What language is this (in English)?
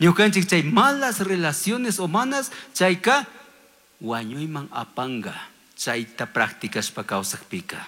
Chimborazo Highland Quichua